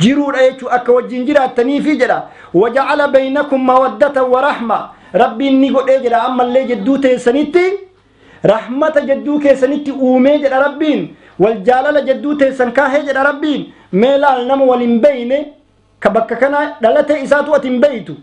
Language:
Oromo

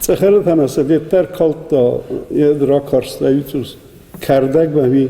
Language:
Ossetic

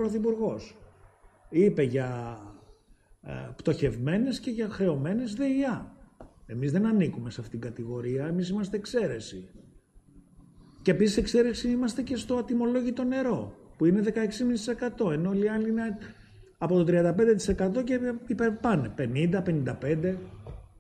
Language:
Greek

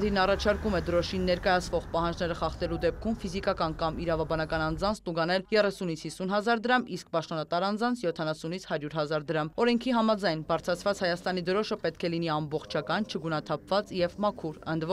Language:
Armenian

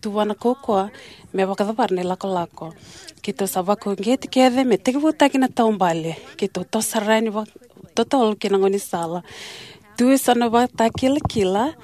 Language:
Fijian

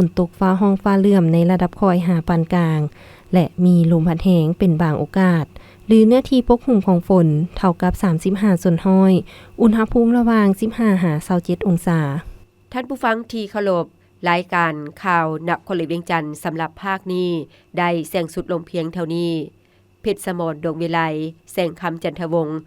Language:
Lao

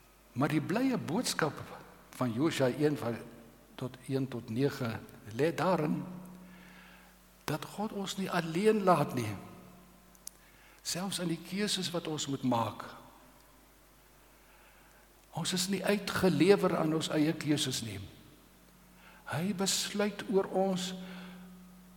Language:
Afrikaans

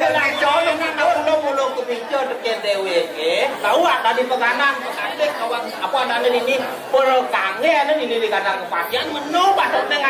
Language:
Balinese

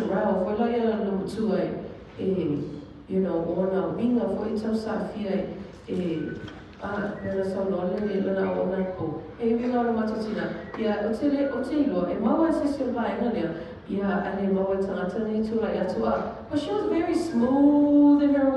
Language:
Samoan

